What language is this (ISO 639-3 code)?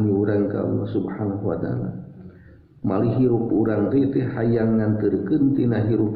sun